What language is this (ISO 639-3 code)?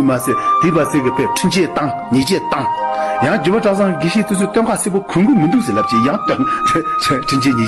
bod